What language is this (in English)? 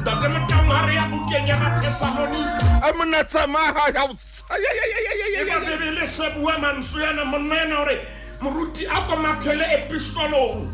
Southern Sotho